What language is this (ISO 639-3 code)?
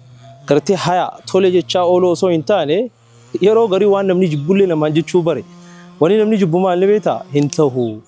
orm